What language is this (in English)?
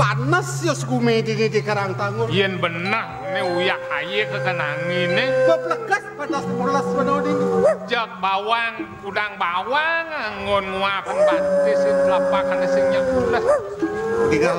Balinese